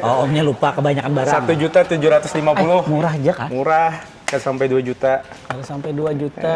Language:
Banjar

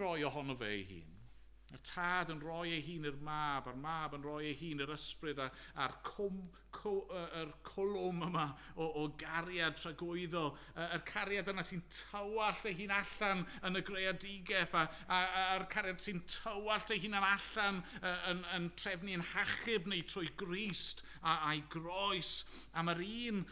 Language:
Welsh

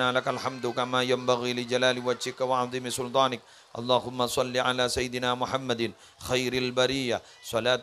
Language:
Madurese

